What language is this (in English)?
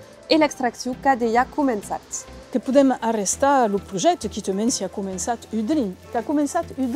Occitan